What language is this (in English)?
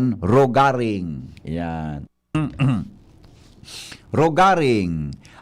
Bikol